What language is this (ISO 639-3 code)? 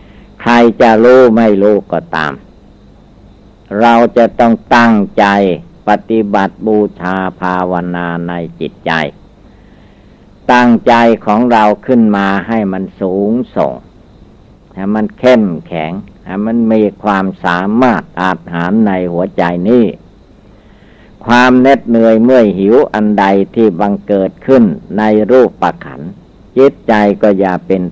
tha